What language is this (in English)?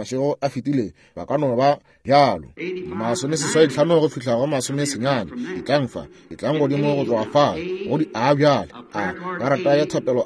Northern Sotho